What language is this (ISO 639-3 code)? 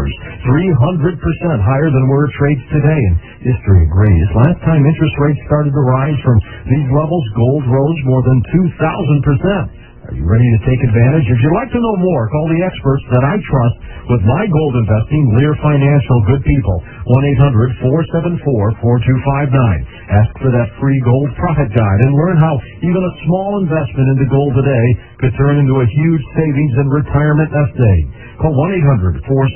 eng